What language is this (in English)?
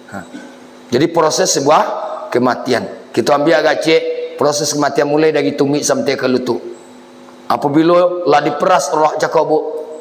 Minangkabau